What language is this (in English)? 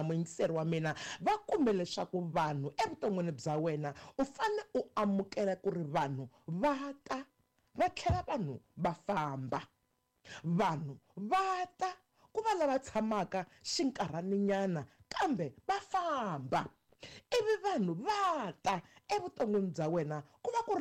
Tsonga